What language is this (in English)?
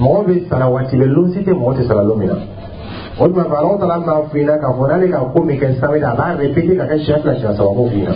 Dyula